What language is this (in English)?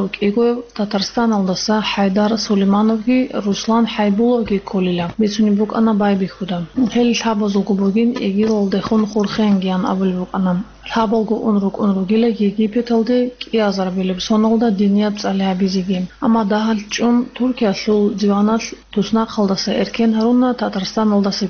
Avaric